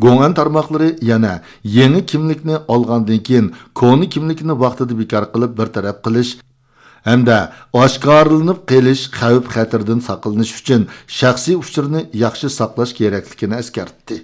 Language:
Uyghur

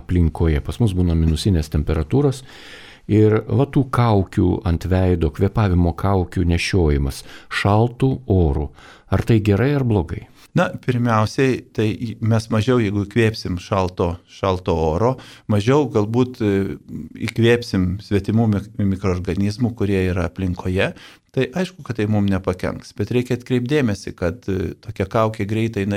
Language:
Lithuanian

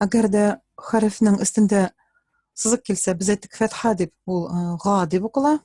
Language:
Tatar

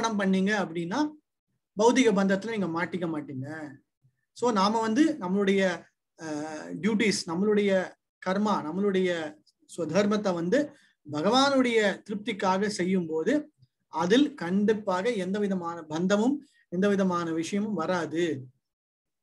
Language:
Tamil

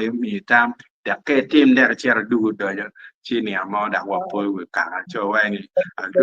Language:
Acoli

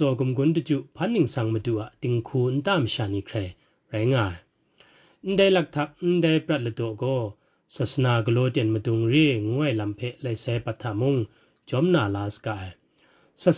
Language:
Kachin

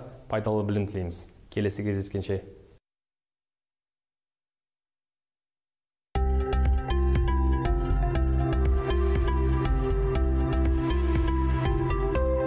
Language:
Kazakh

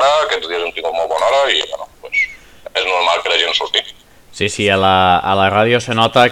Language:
Catalan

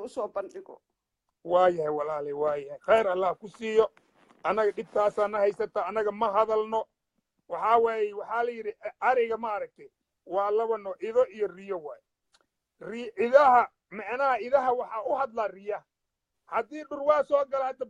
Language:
Somali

